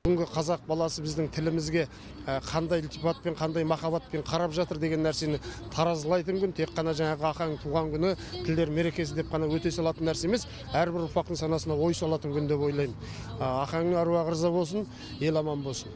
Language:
Kazakh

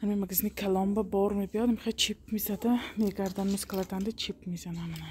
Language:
Tajik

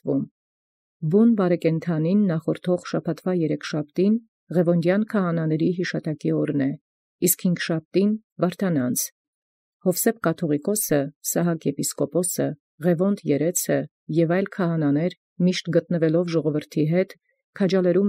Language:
Armenian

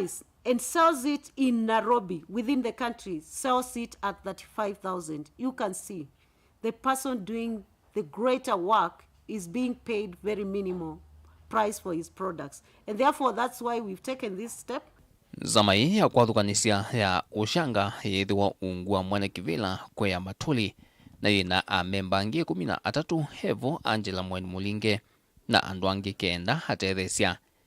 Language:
Kamba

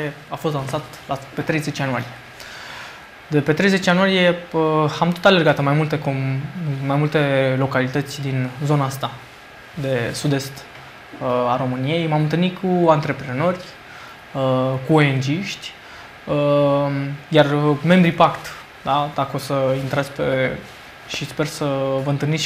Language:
Romanian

